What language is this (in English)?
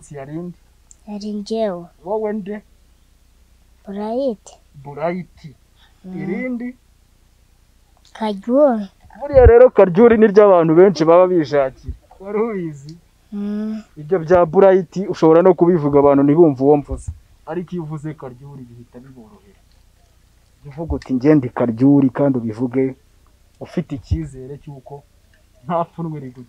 Kinyarwanda